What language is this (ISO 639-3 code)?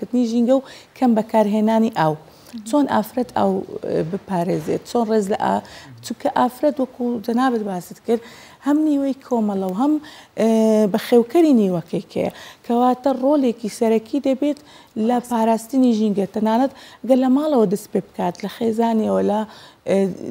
ckb